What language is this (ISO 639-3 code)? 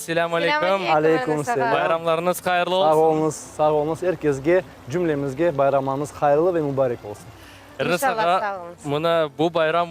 crh